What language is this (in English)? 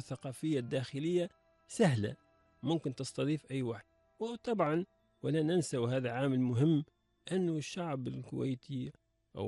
Gulf Arabic